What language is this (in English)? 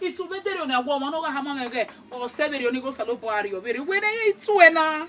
Bini